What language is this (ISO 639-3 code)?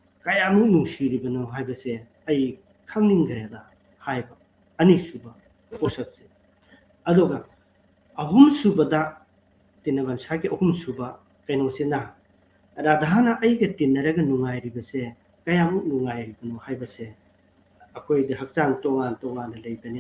mni